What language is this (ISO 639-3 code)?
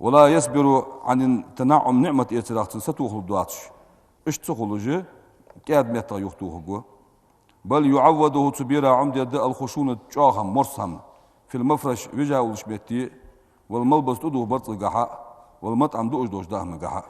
inh